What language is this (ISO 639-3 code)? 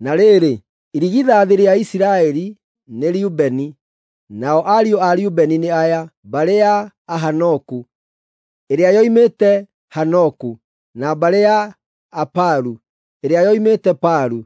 kik